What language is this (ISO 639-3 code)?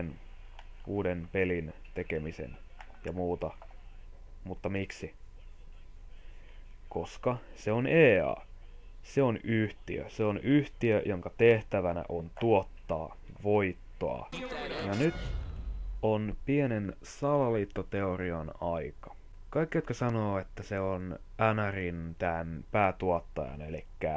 fin